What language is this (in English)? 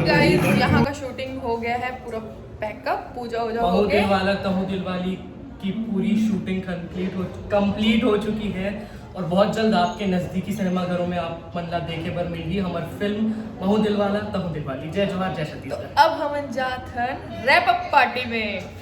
Chhattisgarhi